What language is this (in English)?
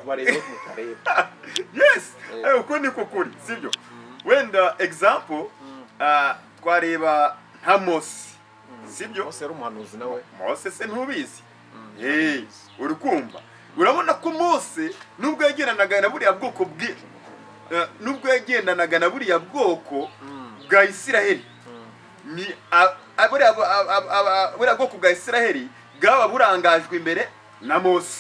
Kinyarwanda